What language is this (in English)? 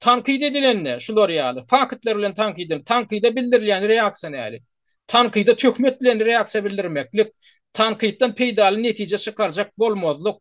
Turkmen